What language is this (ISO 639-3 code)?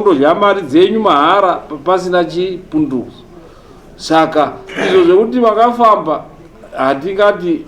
sna